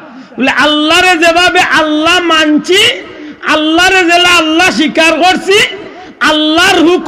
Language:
Sylheti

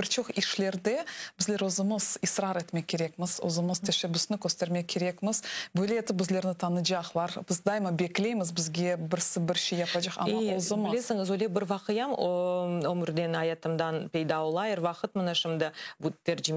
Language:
Crimean Tatar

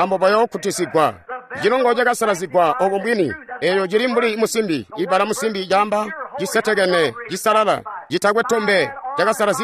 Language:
Tonga (Zambia)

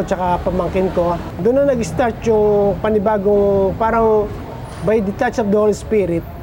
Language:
Filipino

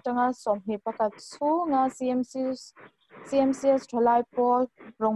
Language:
Mizo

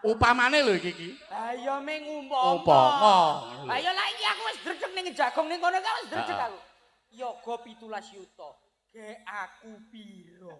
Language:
Javanese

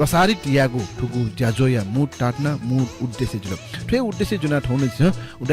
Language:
Newari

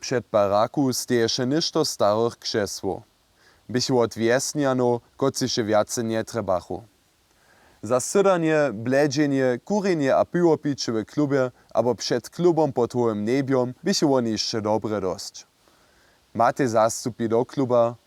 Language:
Upper Sorbian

